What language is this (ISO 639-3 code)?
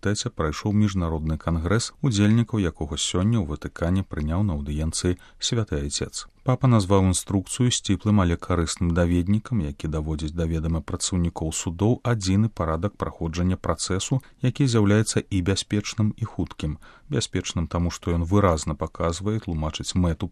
bel